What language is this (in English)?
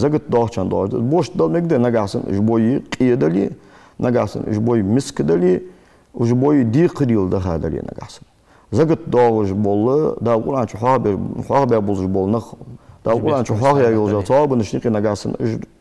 Ingush